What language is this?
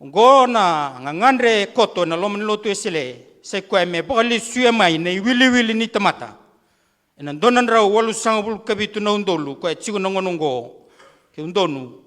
Fijian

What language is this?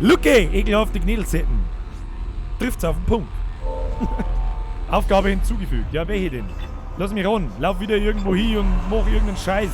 Bavarian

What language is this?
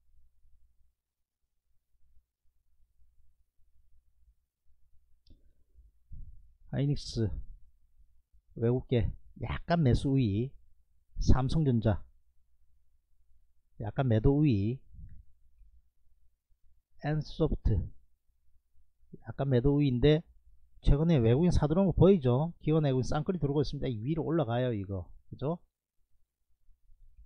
Korean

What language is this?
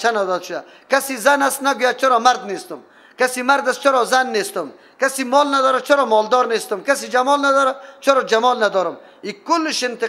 Persian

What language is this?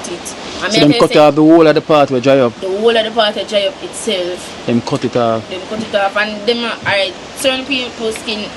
Jamaican Creole English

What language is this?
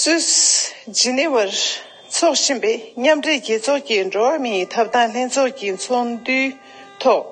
Tibetan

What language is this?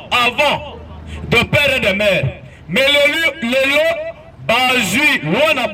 Lingala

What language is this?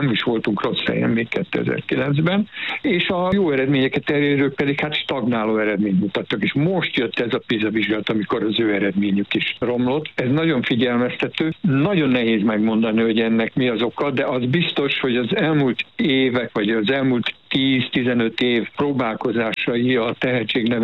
Hungarian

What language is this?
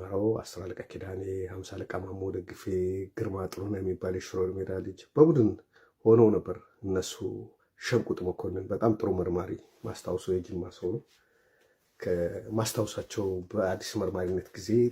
Amharic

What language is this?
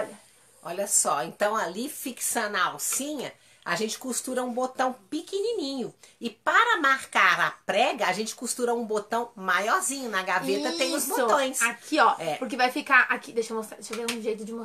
Portuguese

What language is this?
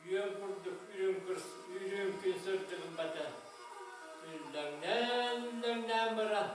Yakut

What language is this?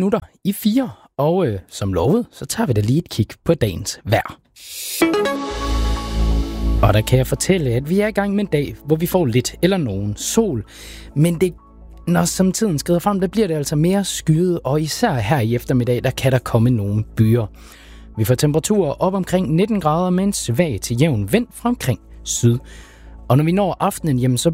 Danish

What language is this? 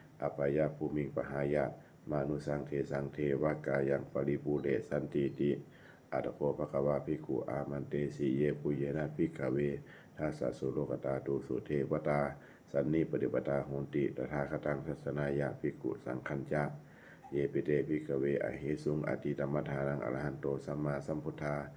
Pali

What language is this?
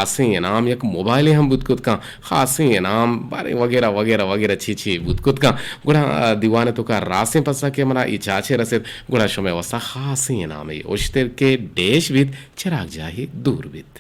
Eastern Balochi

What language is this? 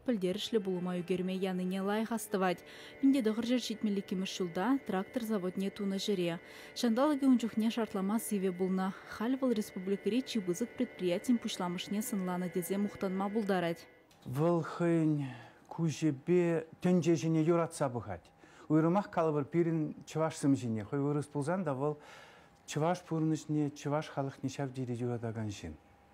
Chuvash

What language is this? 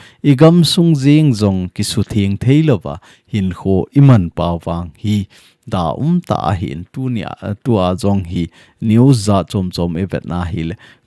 Thado Chin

